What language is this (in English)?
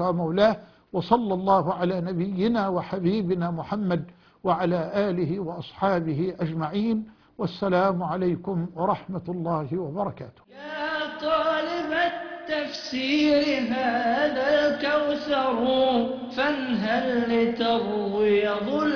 Arabic